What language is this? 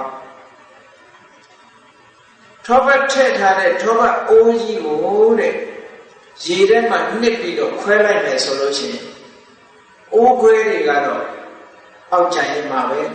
Burmese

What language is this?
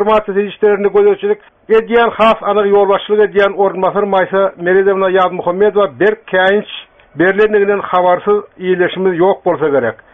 Turkmen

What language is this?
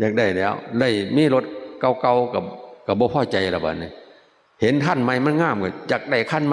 Northeastern Thai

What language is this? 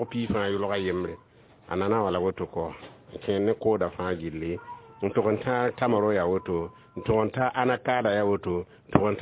Mossi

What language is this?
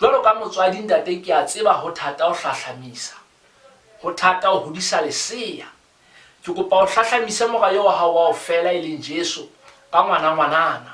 Southern Sotho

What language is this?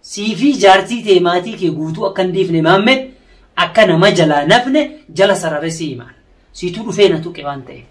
Oromo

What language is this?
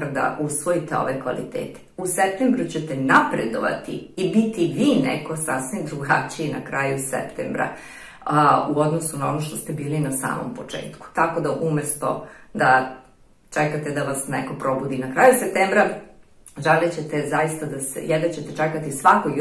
Serbian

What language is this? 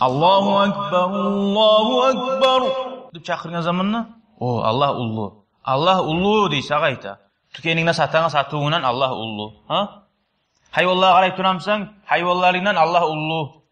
Kumyk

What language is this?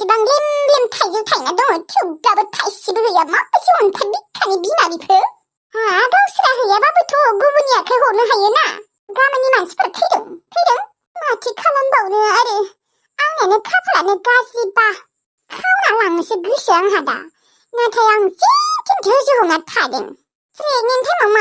Bodo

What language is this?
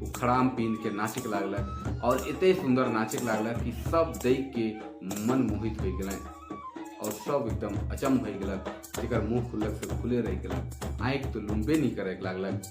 Sadri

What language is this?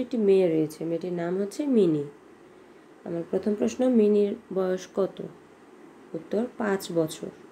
Bangla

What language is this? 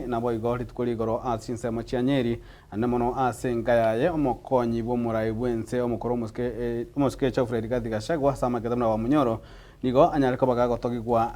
Gusii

